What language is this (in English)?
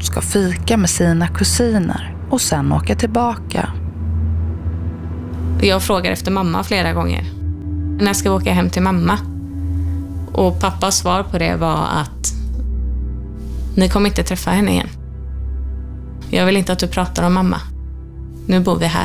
Swedish